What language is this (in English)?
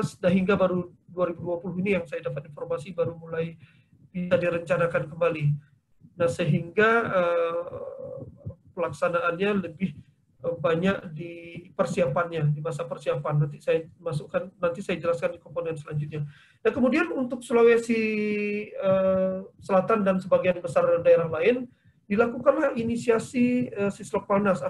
Indonesian